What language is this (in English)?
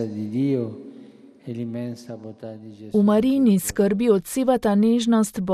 Slovenian